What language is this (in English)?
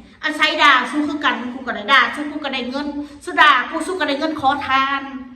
Northeastern Thai